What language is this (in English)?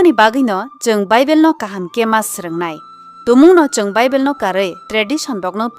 Kok Borok